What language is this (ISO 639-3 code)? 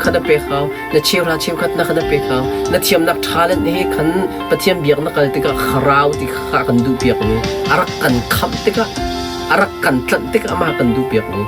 cnh